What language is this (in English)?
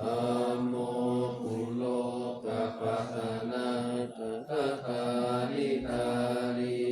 Pali